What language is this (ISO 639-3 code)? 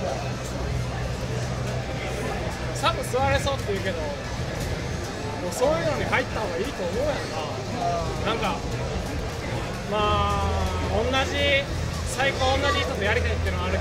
jpn